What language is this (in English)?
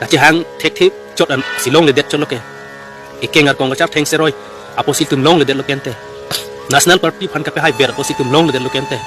Karbi